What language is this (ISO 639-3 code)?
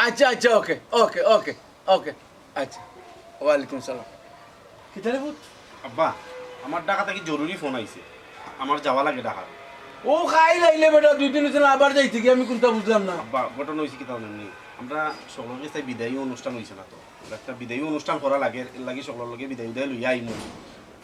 syl